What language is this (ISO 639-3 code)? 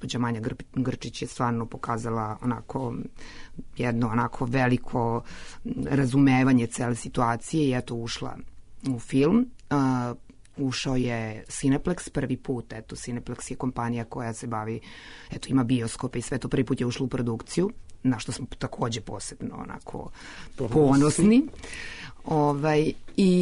srp